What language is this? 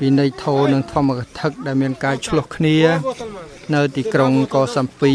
Khmer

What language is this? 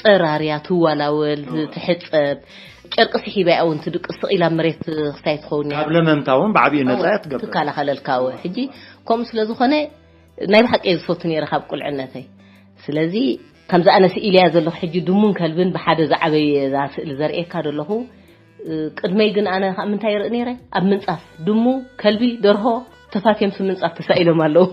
Tigrinya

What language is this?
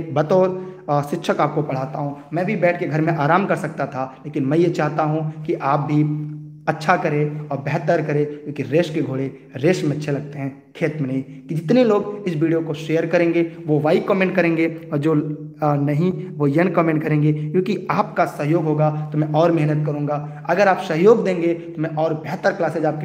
Hindi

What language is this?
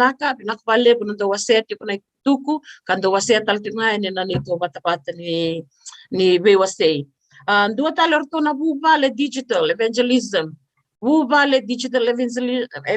Fijian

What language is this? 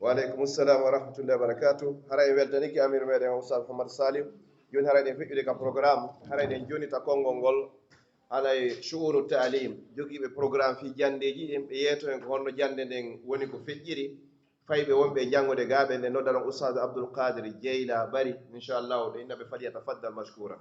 Pular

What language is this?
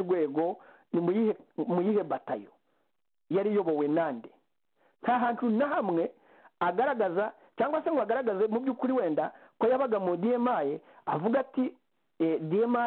Kinyarwanda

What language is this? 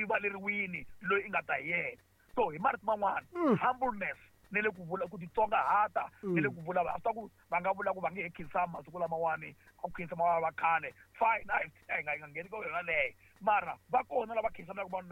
Tsonga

